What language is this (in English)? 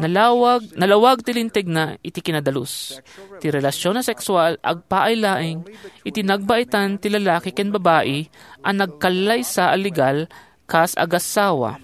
Iloko